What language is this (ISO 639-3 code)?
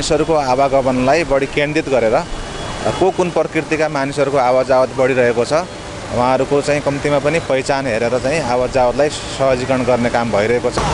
nep